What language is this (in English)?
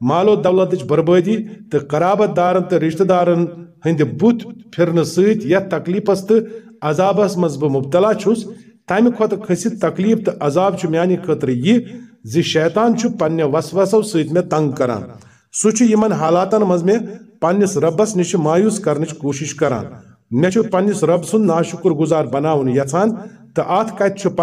Kashmiri